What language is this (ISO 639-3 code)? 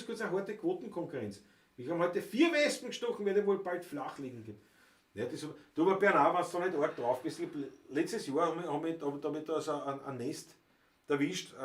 bar